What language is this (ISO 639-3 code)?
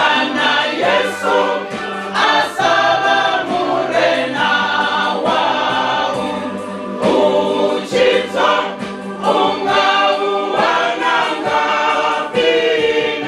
ven